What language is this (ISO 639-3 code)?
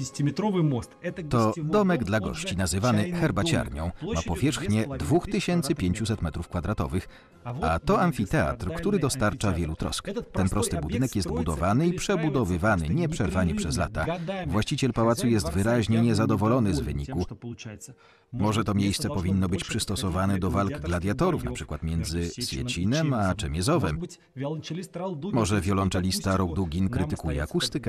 pol